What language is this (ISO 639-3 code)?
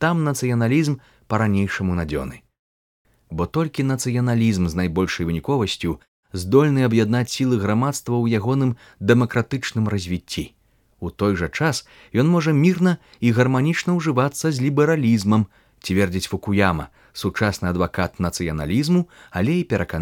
bel